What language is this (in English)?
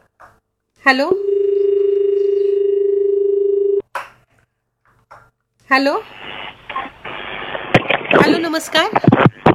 Marathi